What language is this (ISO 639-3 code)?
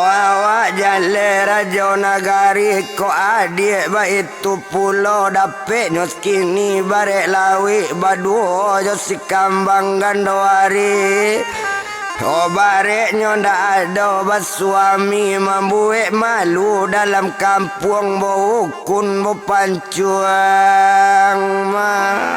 min